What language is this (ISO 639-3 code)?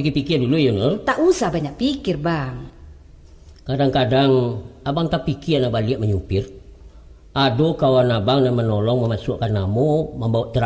min